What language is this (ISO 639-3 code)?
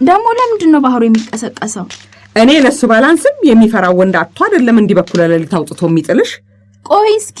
amh